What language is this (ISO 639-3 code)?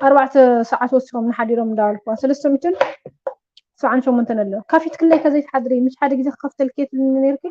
tir